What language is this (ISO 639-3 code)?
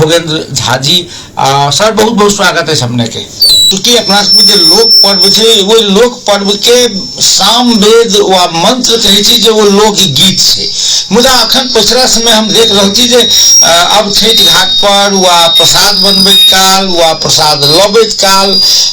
mai